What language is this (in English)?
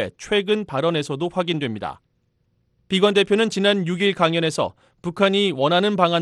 Korean